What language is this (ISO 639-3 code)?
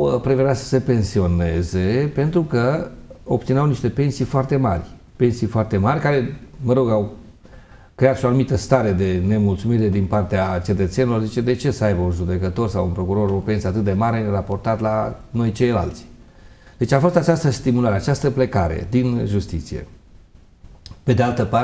ron